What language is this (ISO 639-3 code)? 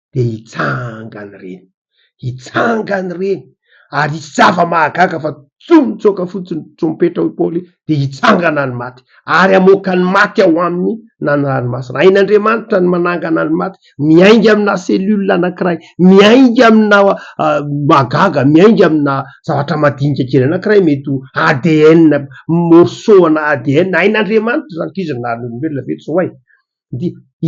mlg